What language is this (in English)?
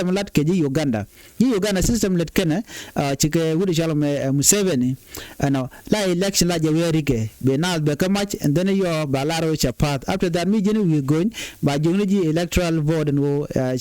Nuer